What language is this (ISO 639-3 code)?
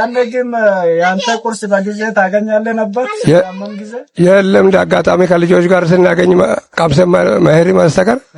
amh